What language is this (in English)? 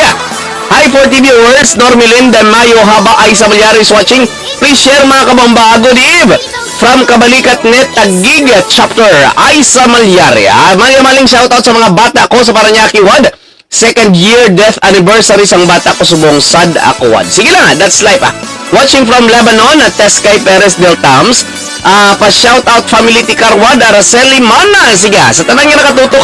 Hiligaynon